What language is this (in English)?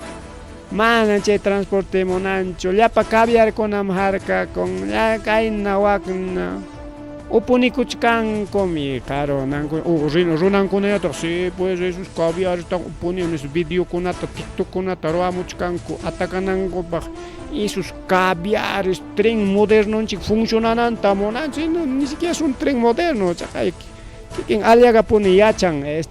Ayacucho Quechua